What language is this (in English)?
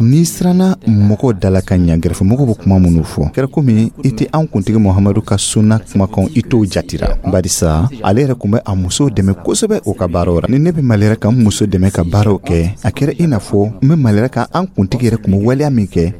Dyula